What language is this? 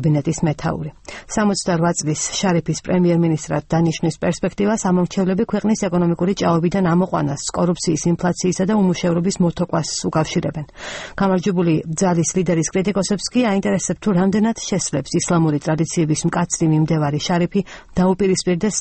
Georgian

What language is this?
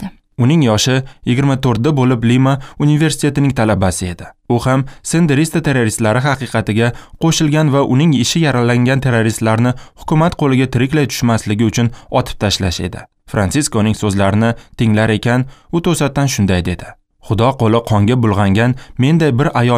Uzbek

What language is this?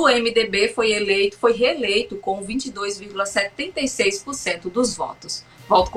Portuguese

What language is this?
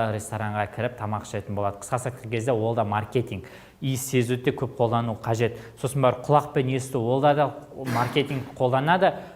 Kazakh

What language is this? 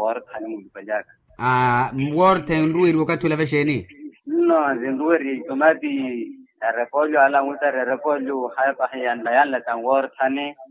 Makhuwa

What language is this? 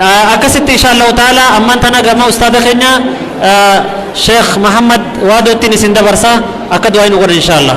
Oromo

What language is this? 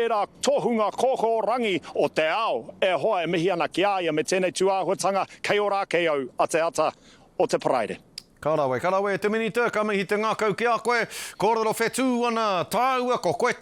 Māori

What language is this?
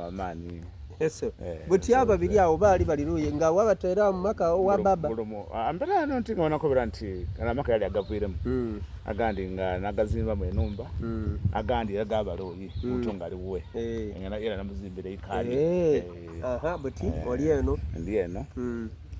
Soga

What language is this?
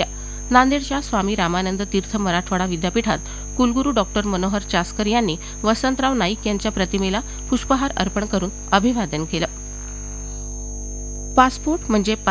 Marathi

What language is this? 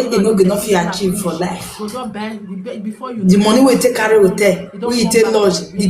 Nigerian Pidgin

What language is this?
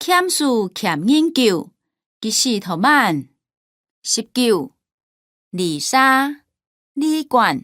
Hakka Chinese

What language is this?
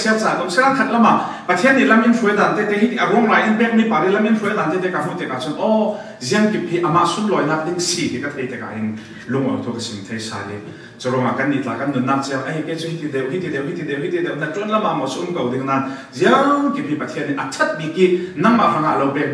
Falam Chin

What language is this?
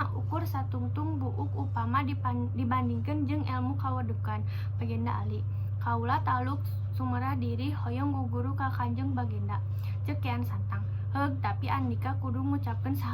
Sundanese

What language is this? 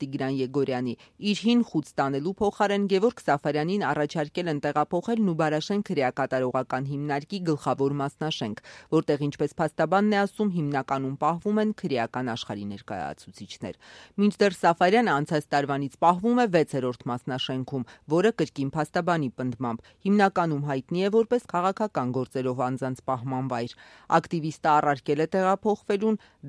Armenian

